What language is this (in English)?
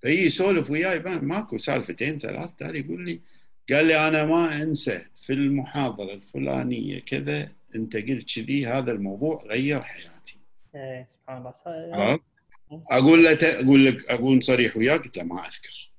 Gulf Arabic